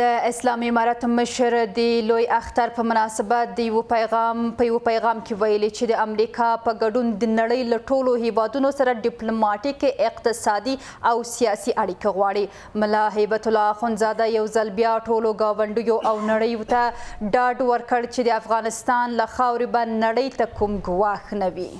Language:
Pashto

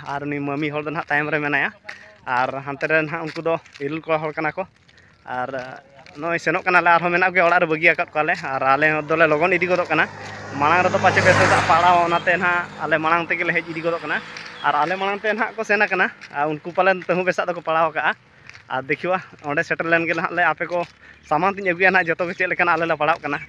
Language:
Santali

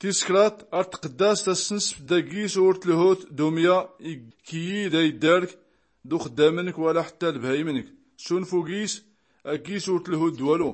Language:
Tachelhit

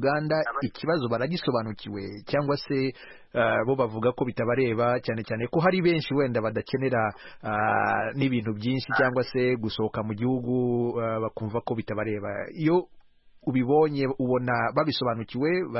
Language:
Kinyarwanda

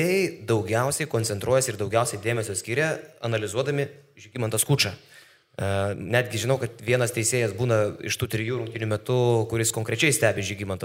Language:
Lithuanian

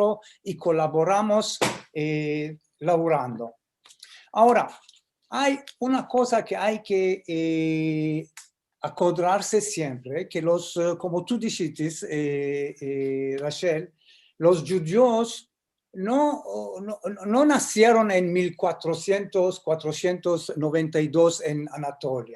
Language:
Ladino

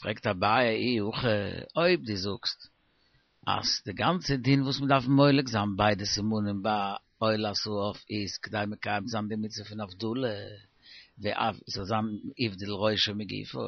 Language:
Yiddish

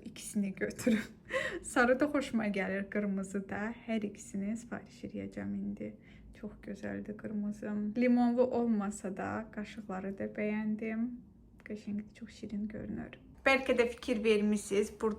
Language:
Azerbaijani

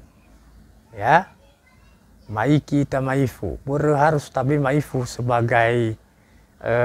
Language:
Nias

